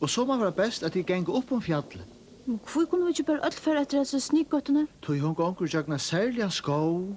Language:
Faroese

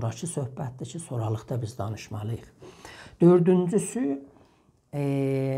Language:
South Azerbaijani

